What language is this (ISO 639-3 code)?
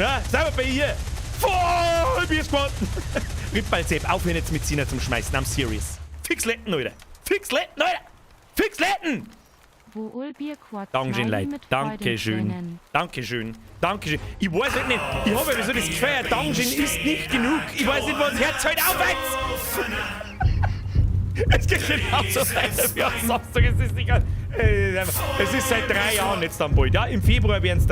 bar